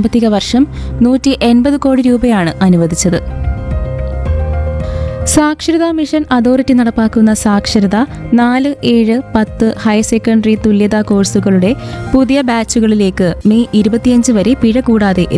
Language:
Malayalam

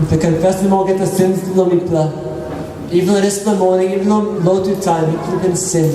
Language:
Tok Pisin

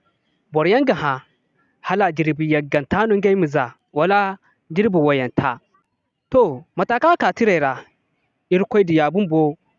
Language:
Zarma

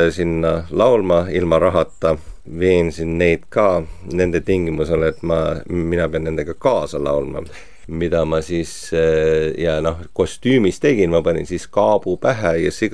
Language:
Estonian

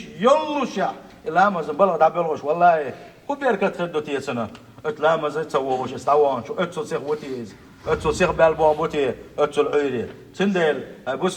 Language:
Chechen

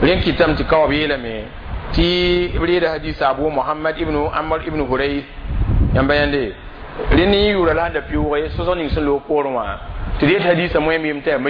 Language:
Mossi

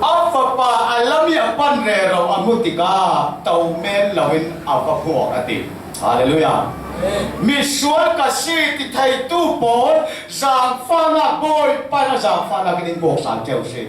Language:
Falam Chin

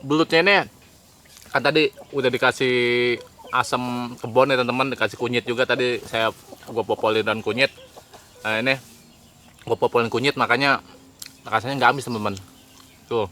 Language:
Betawi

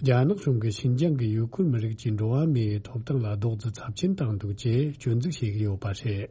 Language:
Tibetan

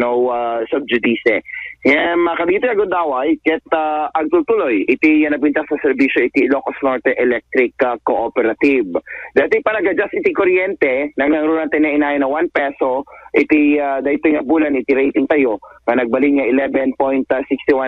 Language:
Iloko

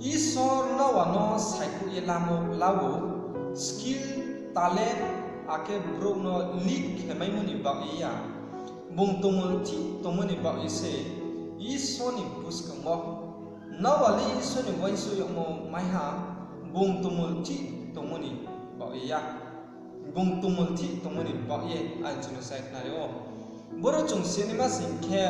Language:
Riang (India)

